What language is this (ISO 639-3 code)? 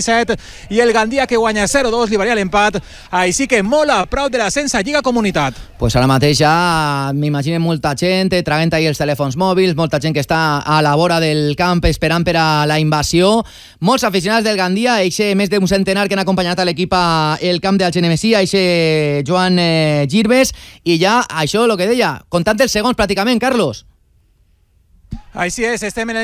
cat